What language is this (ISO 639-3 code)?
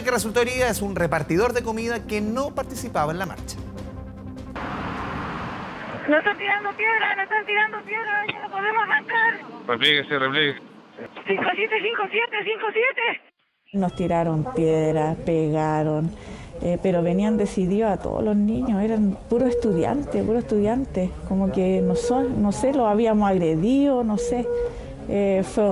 spa